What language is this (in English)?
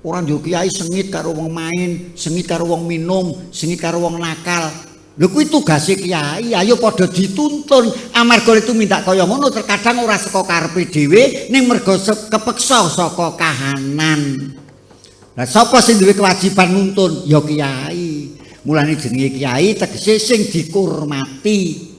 Javanese